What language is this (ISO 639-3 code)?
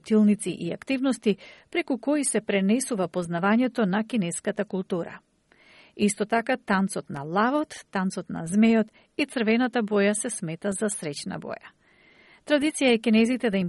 mkd